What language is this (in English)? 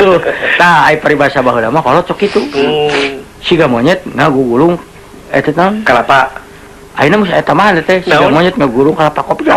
Sundanese